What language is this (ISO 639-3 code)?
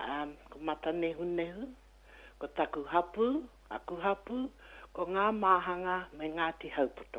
mri